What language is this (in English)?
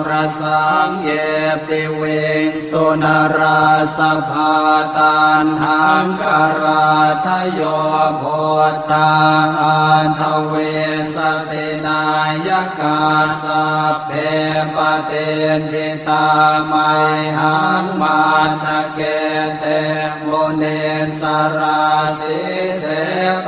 Pali